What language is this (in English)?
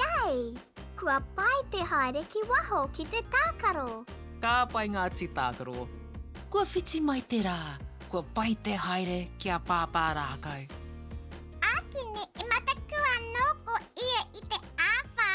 Māori